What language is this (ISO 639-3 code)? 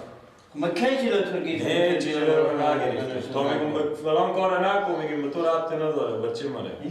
fas